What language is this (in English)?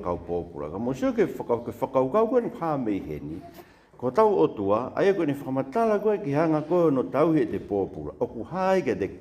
Tongan